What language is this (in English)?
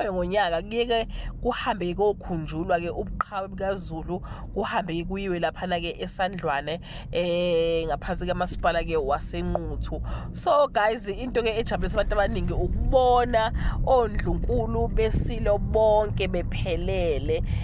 Zulu